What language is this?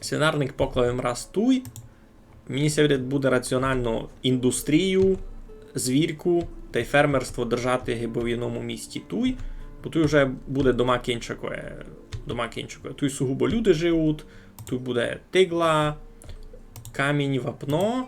Rusyn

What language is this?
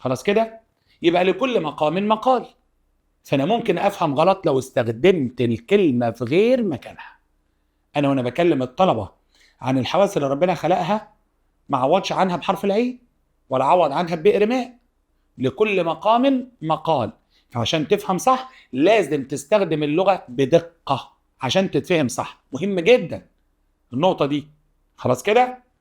Egyptian Arabic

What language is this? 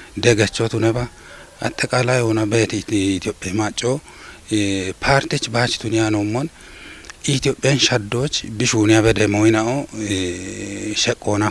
Kafa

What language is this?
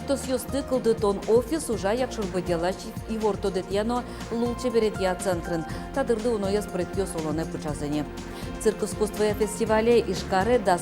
Udmurt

